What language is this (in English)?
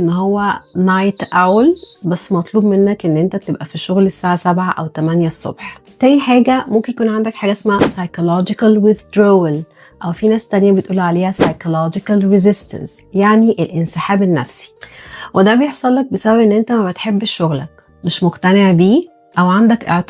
Egyptian Arabic